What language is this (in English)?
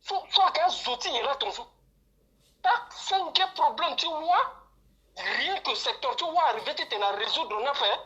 Sango